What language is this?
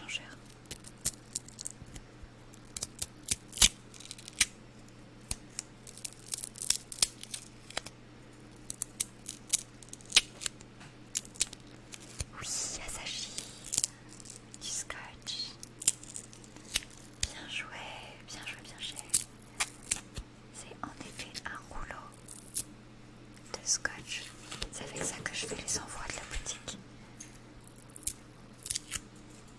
French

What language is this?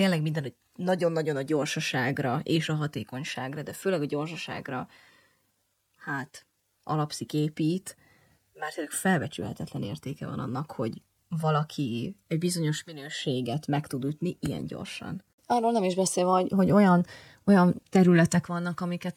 Hungarian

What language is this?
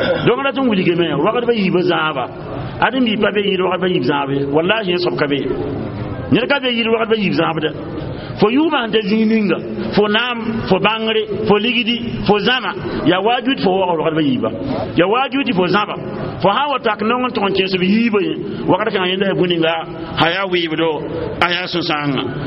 Mossi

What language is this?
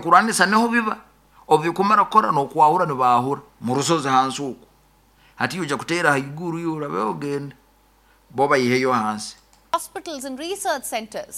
Nyoro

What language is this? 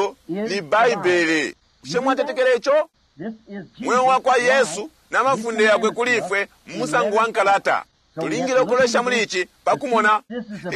Bemba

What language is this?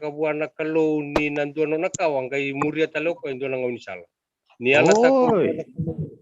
Fijian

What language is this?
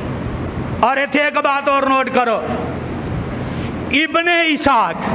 Western Panjabi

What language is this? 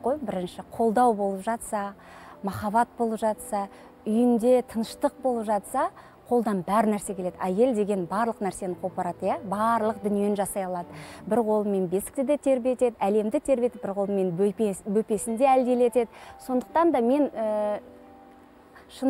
Kazakh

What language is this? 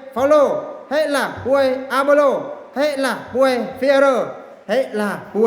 Eastern Bru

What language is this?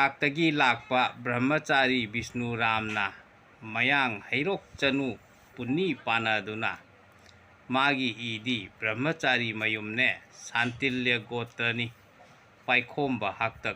Manipuri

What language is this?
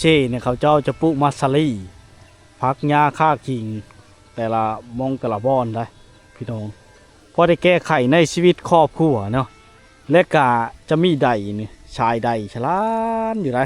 Lao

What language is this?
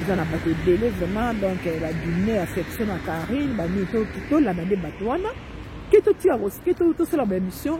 Lingala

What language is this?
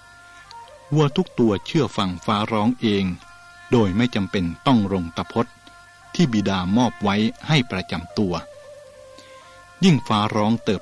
Thai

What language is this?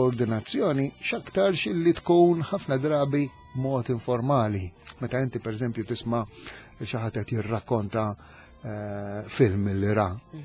Maltese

